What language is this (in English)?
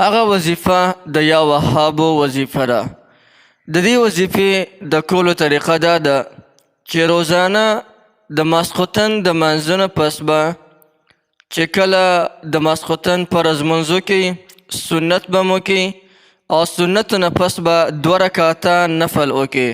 Pashto